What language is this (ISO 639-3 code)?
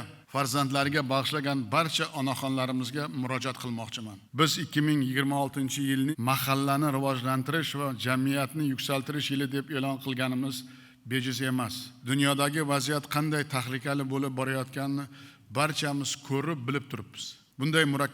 uzb